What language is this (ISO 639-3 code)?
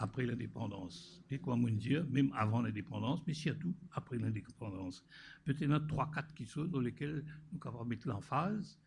mfe